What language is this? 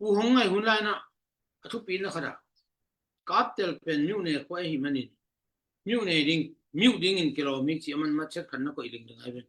Tedim Chin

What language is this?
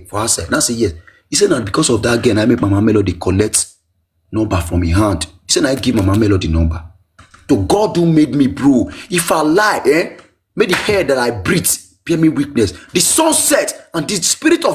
Nigerian Pidgin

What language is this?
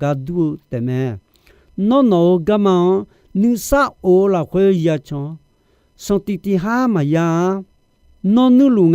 Akha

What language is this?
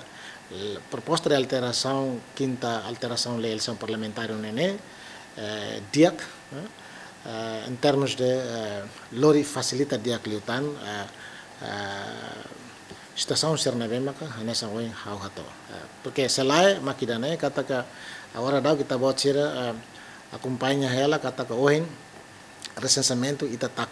Catalan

